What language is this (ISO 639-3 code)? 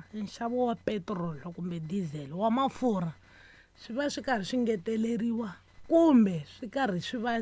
tso